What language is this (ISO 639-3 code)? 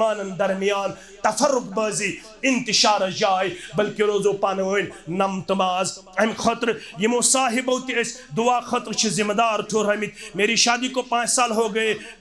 kas